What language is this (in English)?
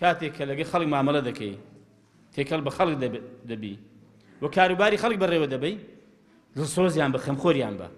Central Kurdish